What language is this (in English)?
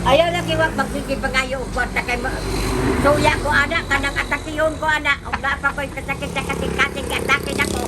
Cebuano